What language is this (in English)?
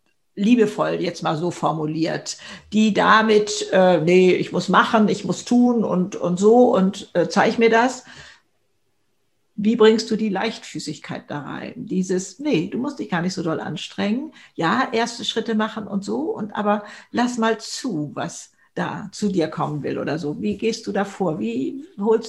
German